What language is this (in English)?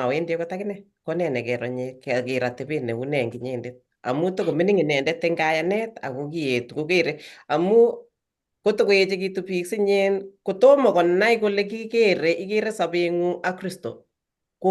Kalenjin